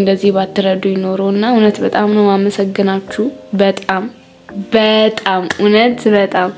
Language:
Amharic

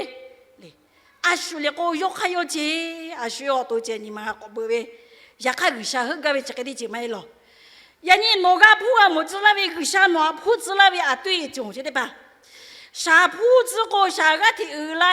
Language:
Lahu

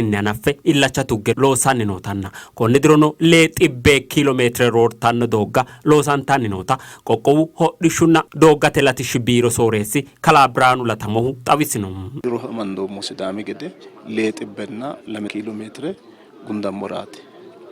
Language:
Sidamo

